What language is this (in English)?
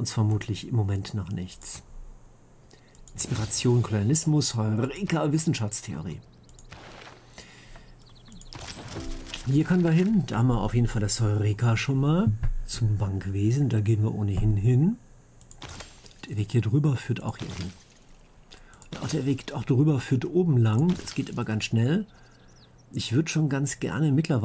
German